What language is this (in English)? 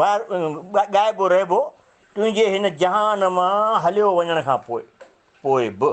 Sindhi